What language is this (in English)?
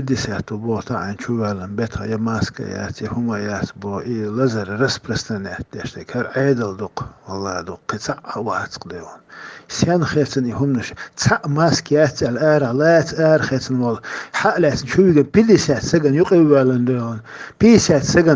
Chechen